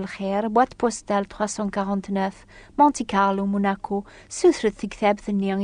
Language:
Kabyle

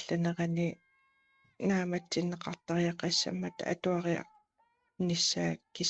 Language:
Kalaallisut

